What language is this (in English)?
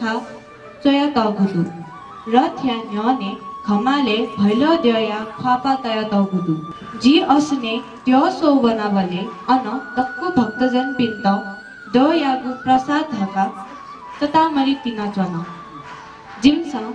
Newari